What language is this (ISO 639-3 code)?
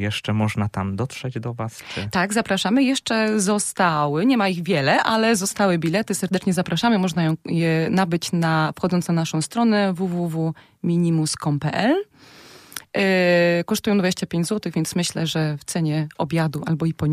pol